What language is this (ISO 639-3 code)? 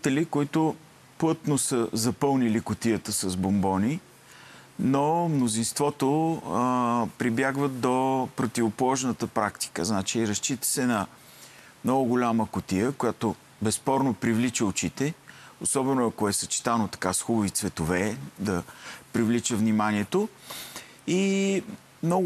bul